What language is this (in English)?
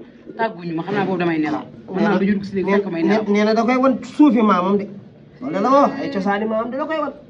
Wolof